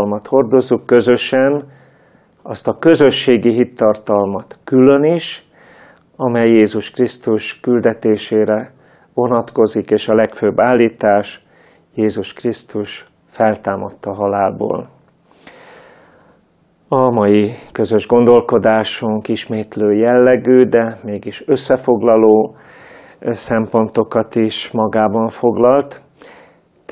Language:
Hungarian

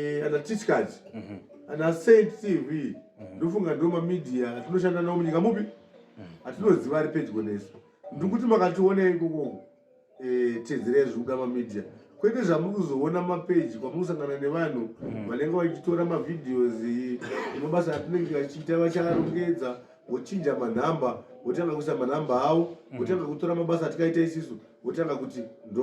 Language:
Shona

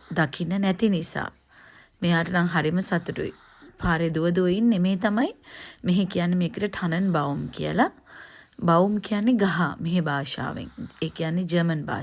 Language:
Sinhala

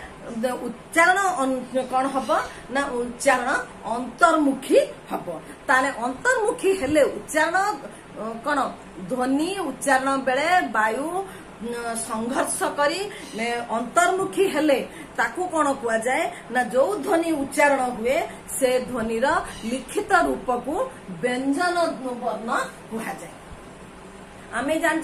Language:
Odia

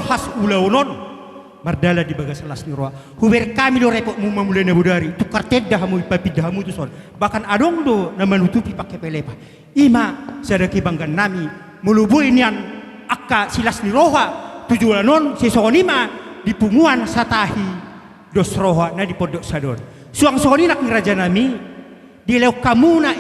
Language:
Batak Toba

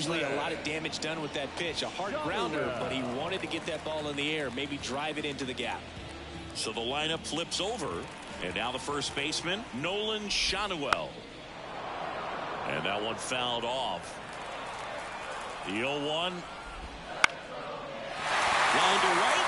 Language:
English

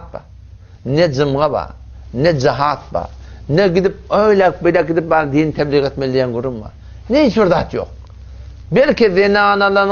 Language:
Turkmen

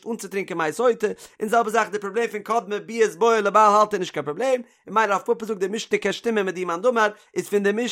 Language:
Yiddish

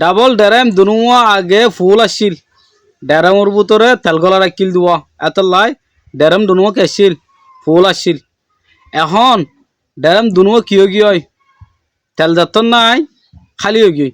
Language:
Rohingya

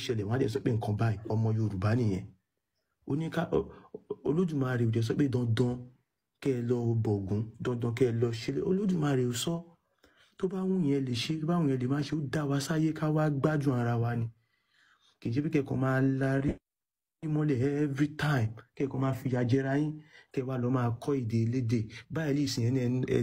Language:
Yoruba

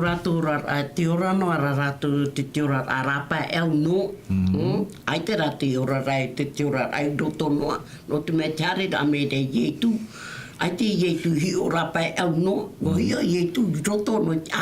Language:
Tahitian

